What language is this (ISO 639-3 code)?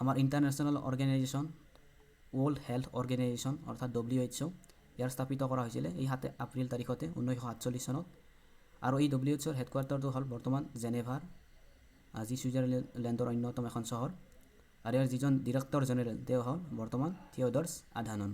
asm